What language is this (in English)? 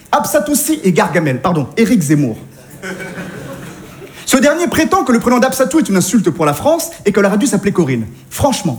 French